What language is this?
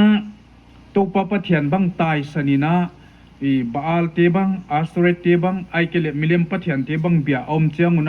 Paite Chin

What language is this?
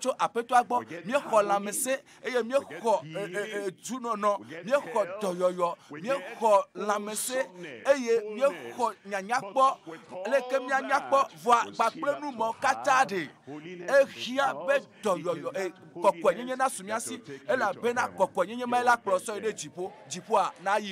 Ewe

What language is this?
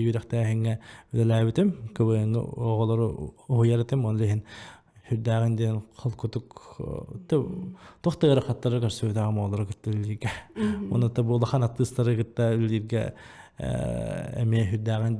Yakut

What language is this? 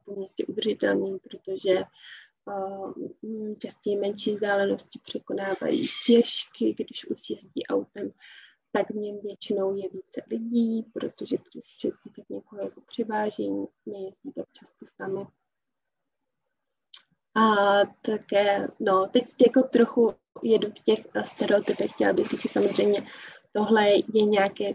Czech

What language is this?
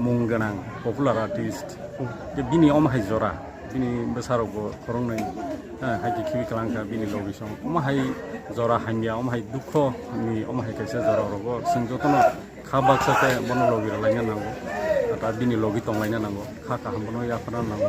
Kok Borok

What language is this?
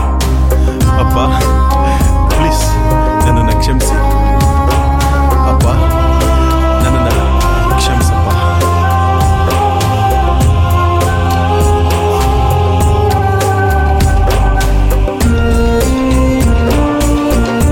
Kannada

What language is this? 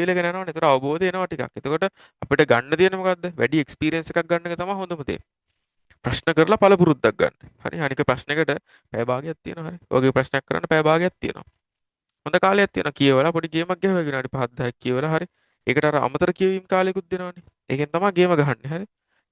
Sinhala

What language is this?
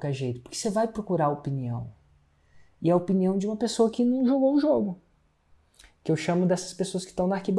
Portuguese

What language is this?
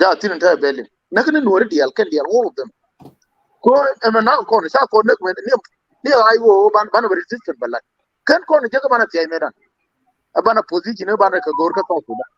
Nuer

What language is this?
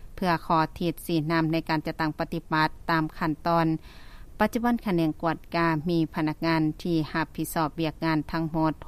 Lao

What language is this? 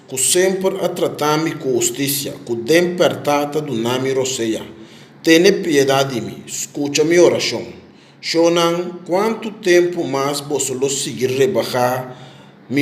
Papiamento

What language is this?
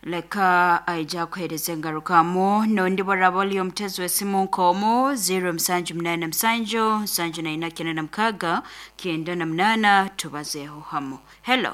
Nyankole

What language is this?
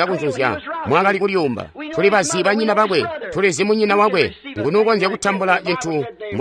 Tonga (Zambia)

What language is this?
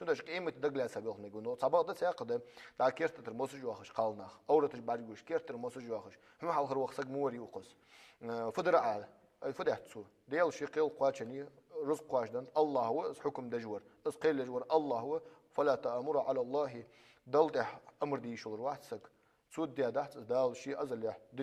Ingush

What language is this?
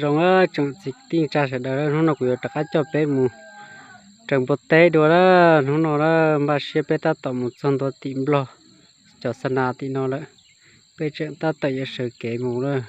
Hmong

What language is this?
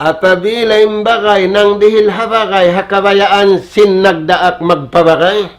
Tausug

